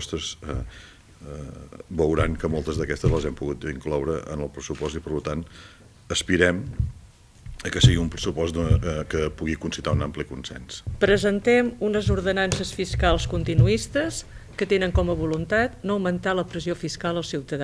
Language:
Catalan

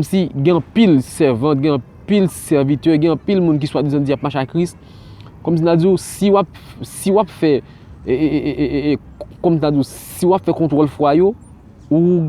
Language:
Haitian Creole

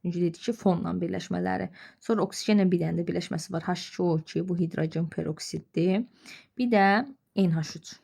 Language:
Azerbaijani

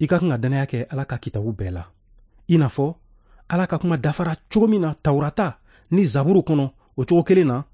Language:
Bambara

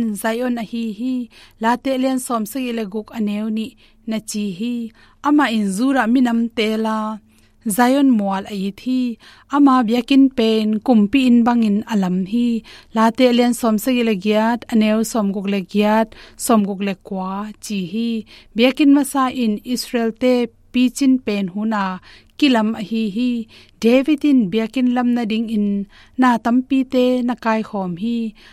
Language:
Tedim Chin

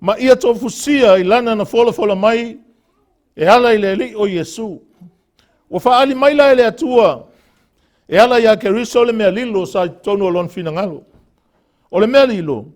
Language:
Samoan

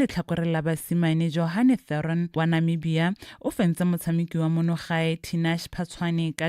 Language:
Tswana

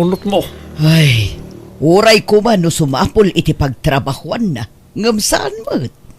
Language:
Iloko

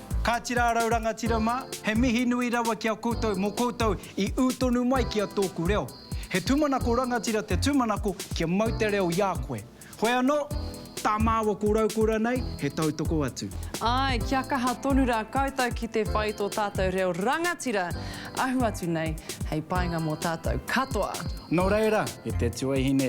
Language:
Māori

